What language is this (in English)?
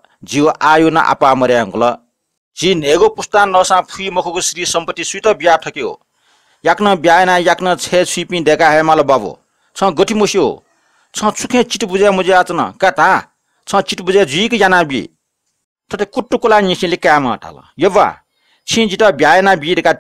Newari